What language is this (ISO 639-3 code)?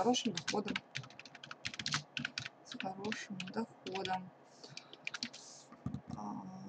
rus